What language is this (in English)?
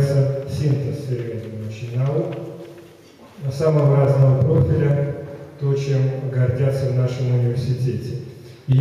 Russian